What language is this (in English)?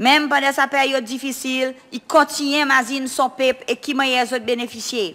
Seselwa Creole French